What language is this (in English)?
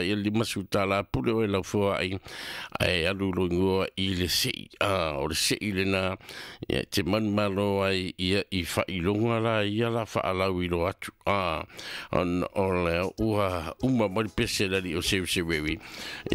Samoan